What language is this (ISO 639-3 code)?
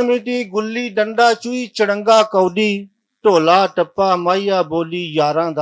lah